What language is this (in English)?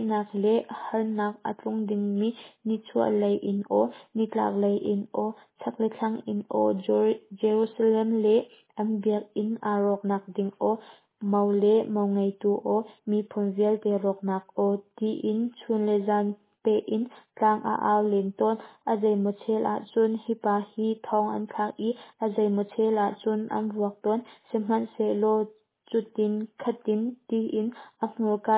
Hakha Chin